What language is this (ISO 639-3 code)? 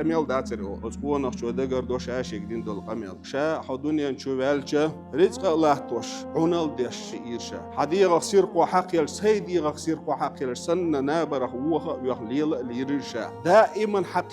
che